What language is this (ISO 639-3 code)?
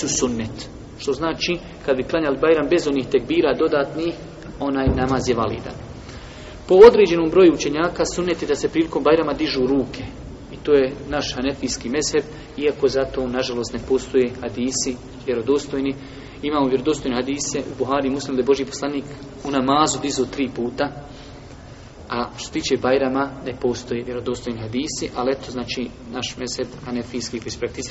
bos